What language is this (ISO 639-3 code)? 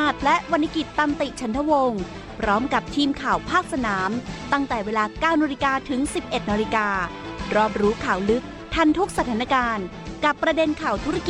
tha